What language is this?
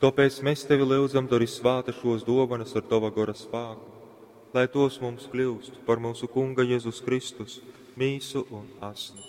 Latgalian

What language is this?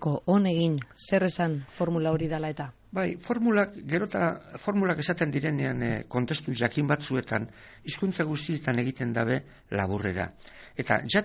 Basque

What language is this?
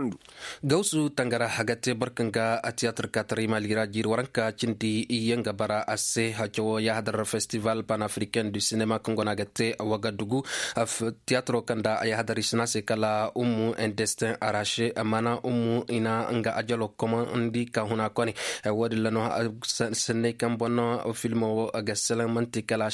Koyraboro Senni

